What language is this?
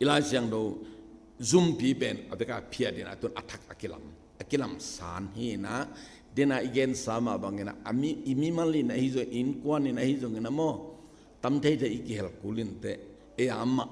Tedim Chin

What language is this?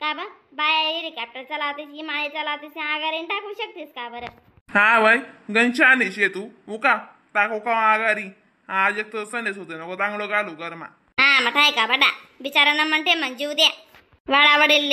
Khandesi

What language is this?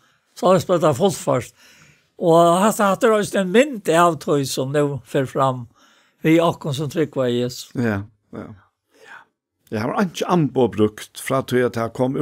Faroese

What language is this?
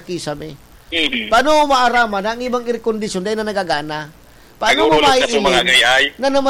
Bikol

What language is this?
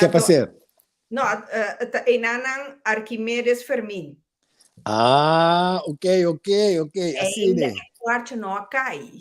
Papiamento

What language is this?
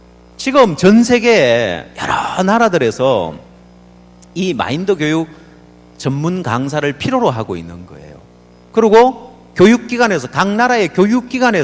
Korean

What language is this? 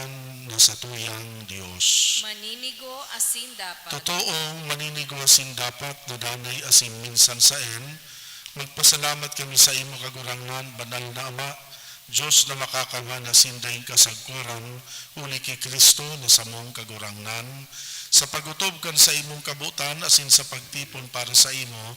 Bikol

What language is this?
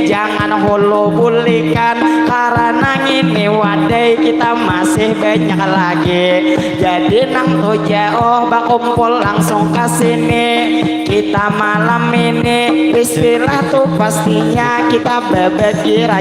Banjar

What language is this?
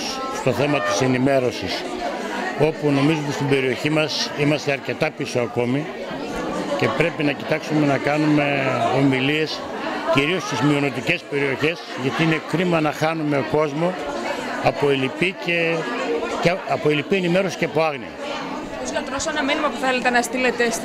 Greek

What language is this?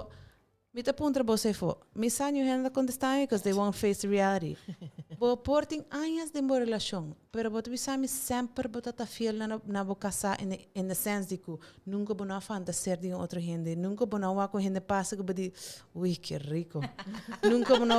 Papiamento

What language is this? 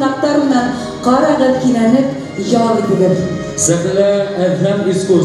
Bashkir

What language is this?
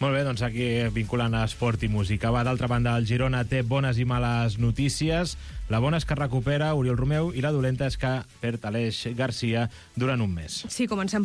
Catalan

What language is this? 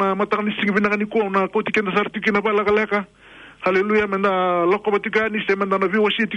Fijian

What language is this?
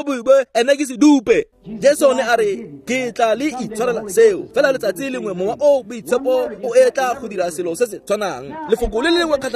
Tswana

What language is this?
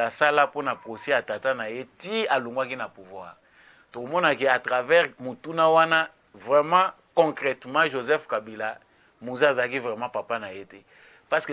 Lingala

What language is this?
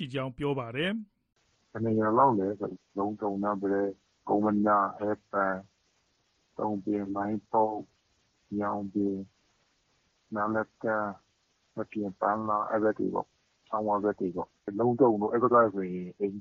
Burmese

